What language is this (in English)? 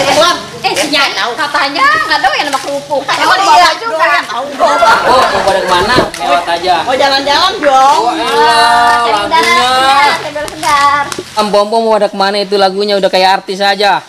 Betawi